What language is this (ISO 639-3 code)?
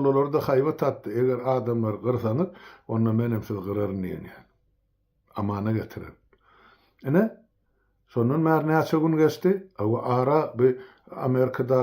tuk